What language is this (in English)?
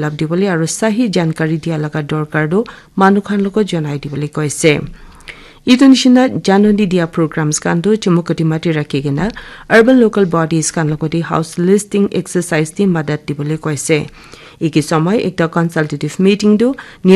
Naga Pidgin